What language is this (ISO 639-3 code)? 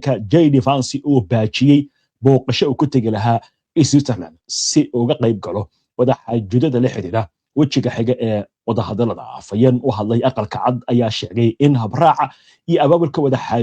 som